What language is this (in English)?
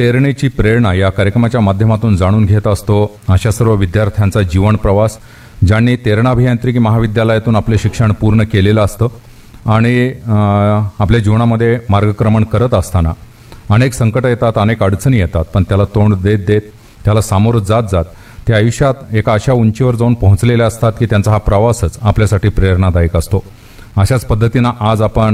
Marathi